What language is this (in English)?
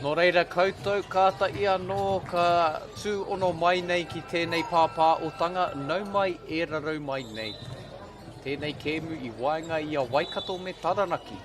Māori